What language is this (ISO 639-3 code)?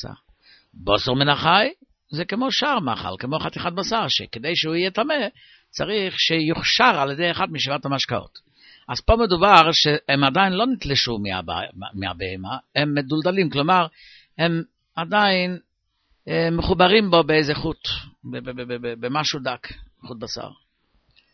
heb